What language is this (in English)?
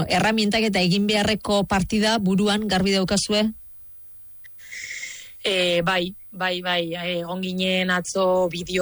Basque